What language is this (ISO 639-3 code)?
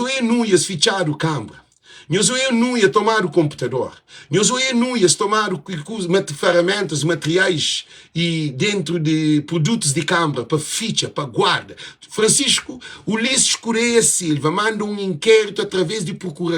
kea